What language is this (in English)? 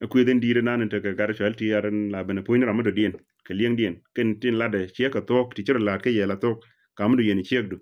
Nuer